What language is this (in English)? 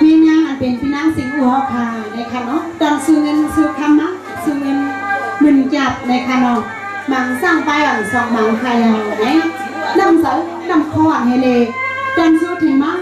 Shan